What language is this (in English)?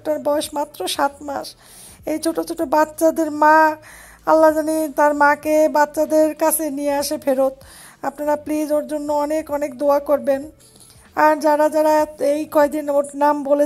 Bangla